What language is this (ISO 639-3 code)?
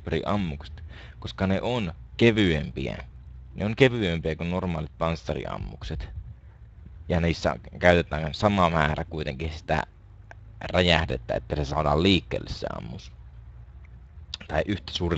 fin